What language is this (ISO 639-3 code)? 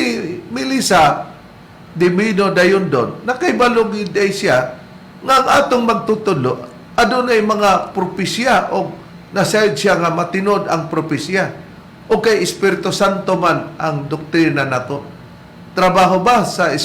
ceb